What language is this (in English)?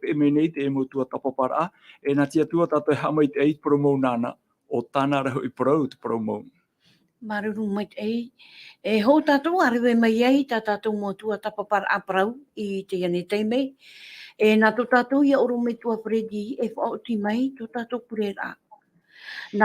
Tahitian